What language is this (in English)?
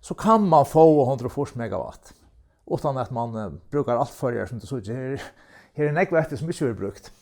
Faroese